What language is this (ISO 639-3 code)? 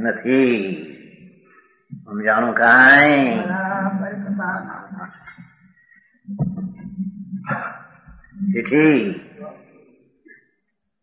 guj